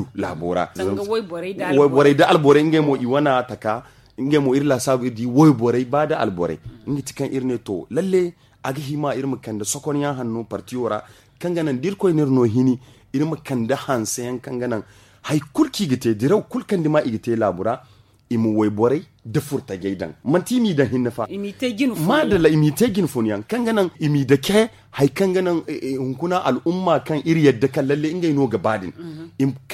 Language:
Zarma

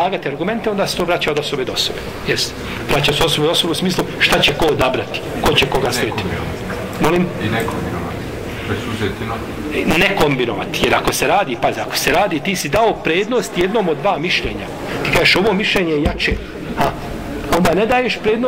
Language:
Bosnian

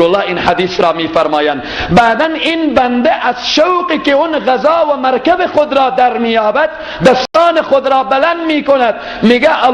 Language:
Persian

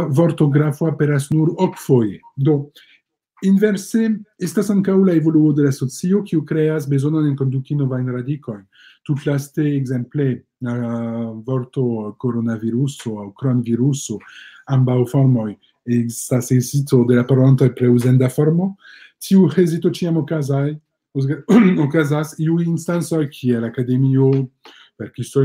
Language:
Esperanto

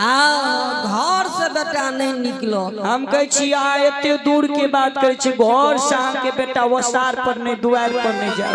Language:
Maithili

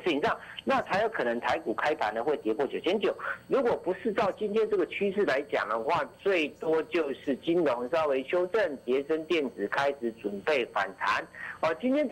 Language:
Chinese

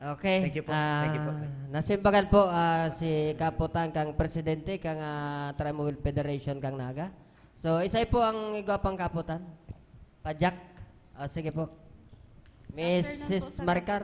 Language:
Bikol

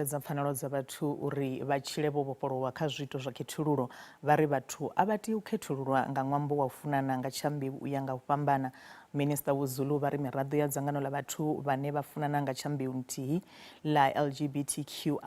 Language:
Venda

